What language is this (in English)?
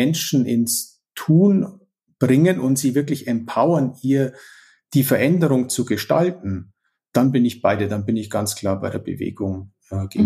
German